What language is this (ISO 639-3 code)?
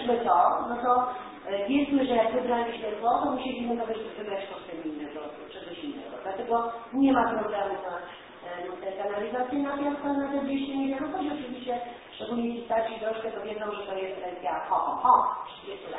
pol